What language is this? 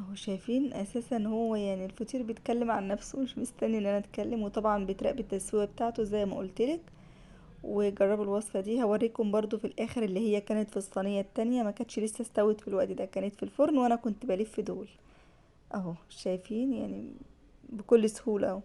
Egyptian Arabic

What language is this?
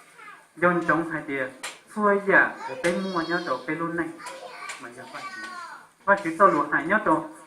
Hmong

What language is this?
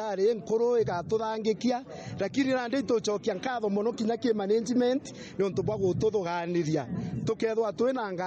Meru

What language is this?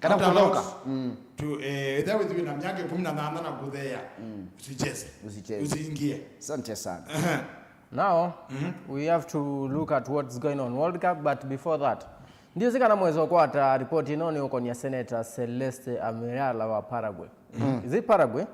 Kamba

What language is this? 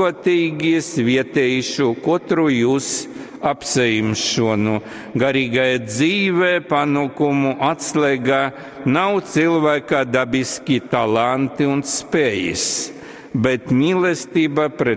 Latgalian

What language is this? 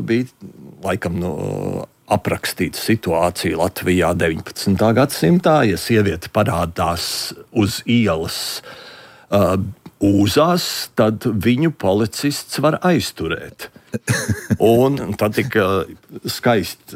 Latvian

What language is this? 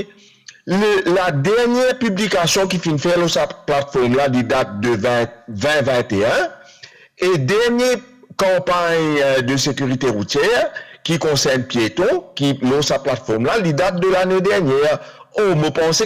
Morisyen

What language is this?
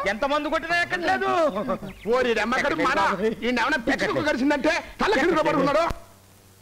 Telugu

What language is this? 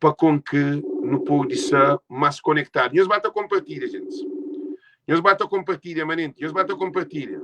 Kabuverdianu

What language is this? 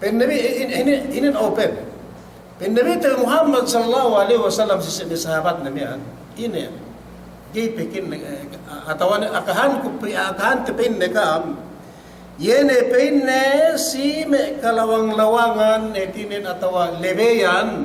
Yakan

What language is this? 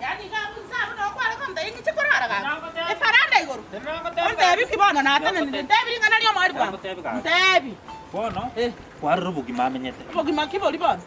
Gusii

